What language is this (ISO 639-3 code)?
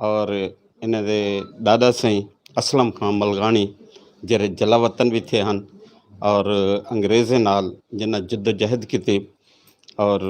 skr